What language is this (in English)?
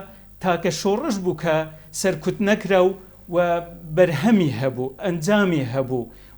Central Kurdish